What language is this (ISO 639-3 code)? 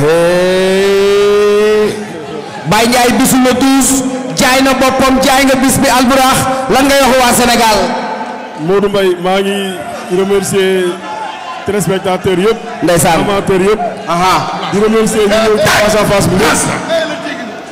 wol